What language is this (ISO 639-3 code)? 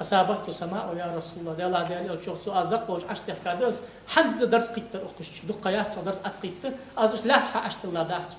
inh